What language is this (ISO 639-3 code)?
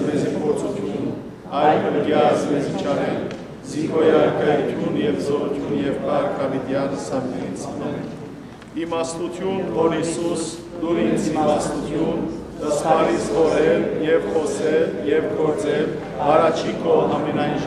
hyw